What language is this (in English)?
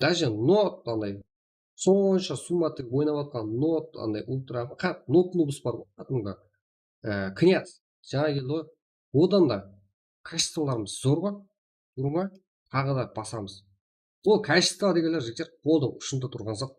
Kara-Kalpak